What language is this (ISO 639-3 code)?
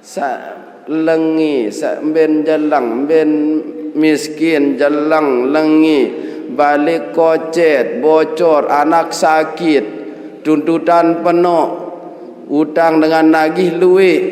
sas